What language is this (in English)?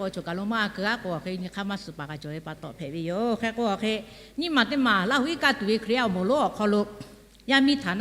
Lahu